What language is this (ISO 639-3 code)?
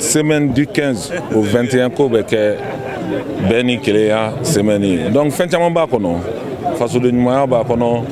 bam